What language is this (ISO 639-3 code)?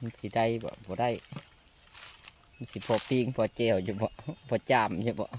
lao